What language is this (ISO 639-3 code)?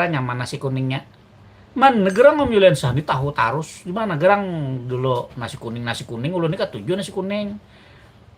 bjn